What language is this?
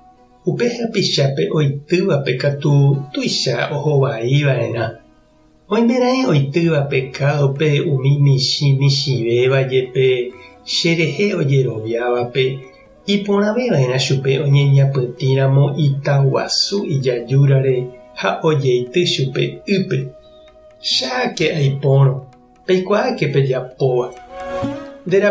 Guarani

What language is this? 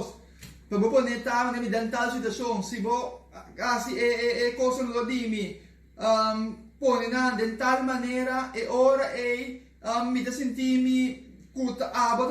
Papiamento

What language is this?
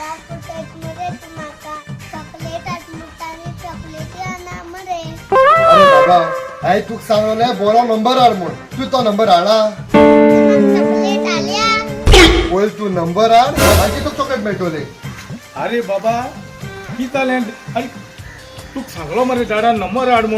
Konkani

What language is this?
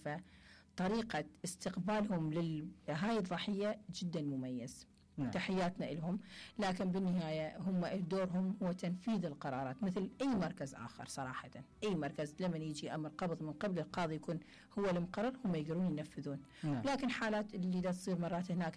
Mesopotamian Arabic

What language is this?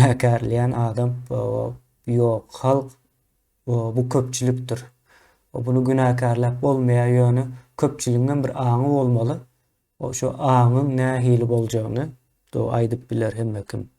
Turkmen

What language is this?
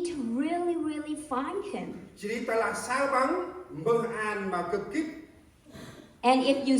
Central Mnong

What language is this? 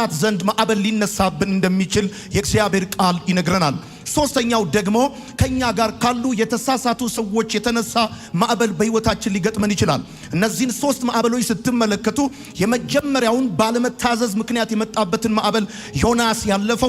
Amharic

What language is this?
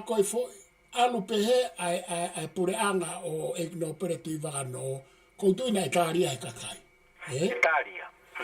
Tongan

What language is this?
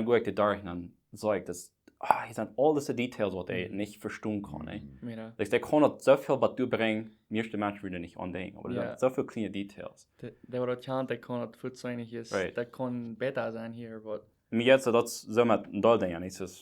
Plautdietsch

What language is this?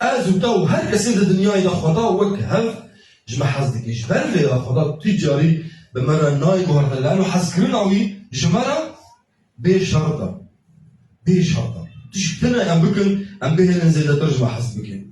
Kurdish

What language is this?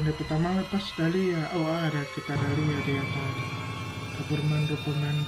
Manado Malay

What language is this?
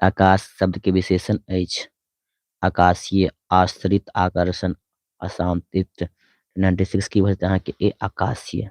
Maithili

